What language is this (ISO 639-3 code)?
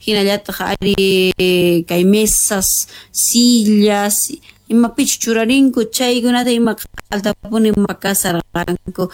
quh